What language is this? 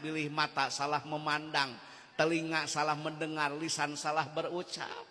Sundanese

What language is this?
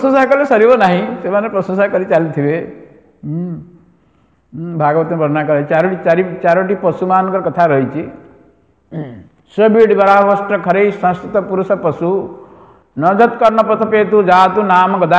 Odia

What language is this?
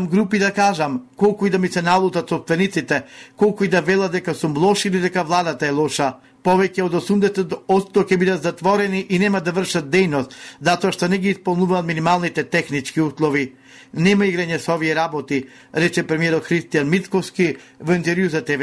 Macedonian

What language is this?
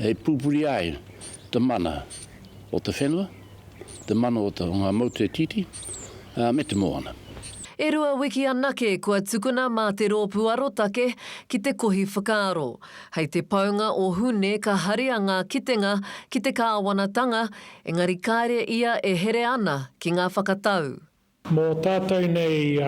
Māori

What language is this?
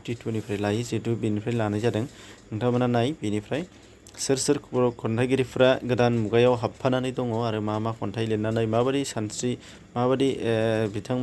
Bodo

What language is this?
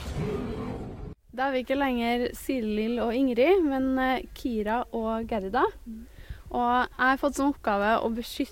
Norwegian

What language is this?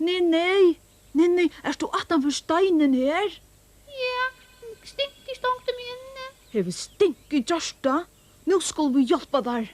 Faroese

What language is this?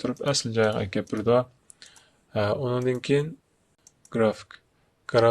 Uyghur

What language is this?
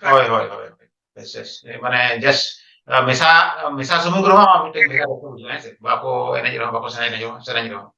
Santali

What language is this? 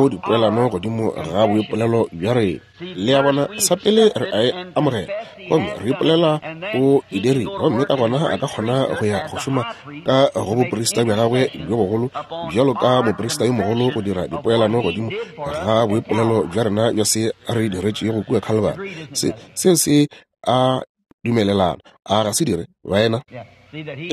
Northern Sotho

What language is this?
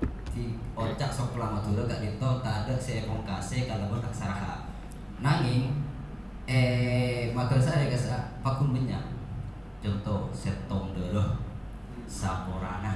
Madurese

